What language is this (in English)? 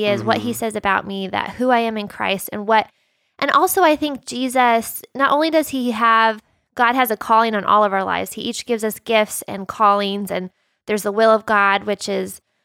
English